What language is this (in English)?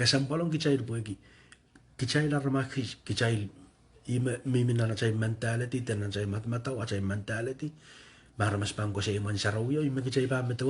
Pohnpeian